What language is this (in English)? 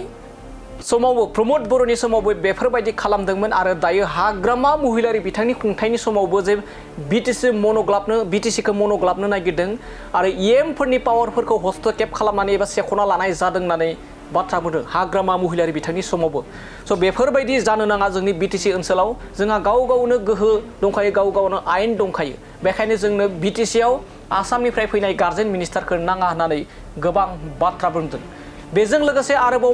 Bodo